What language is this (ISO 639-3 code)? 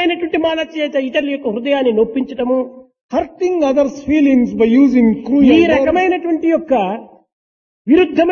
tel